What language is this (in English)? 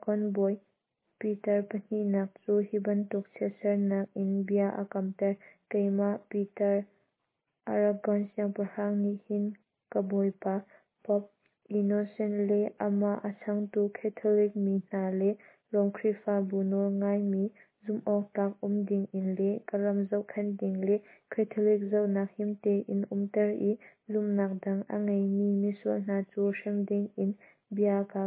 Hakha Chin